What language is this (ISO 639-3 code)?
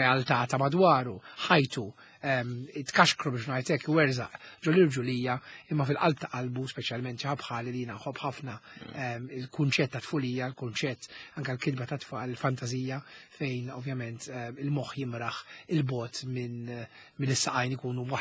mlt